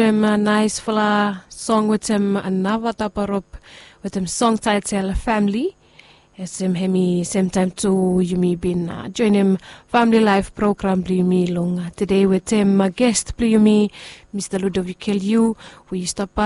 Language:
Bislama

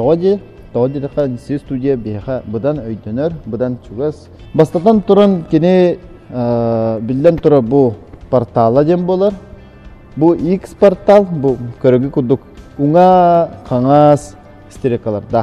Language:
Yakut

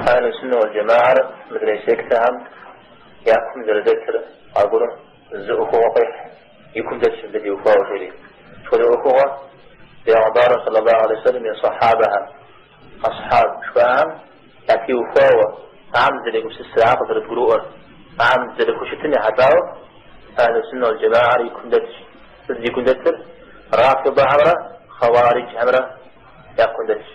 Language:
Kabardian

